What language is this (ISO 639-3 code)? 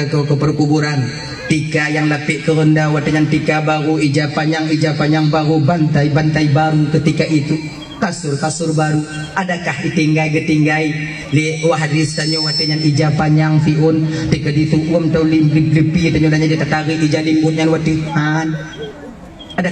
ace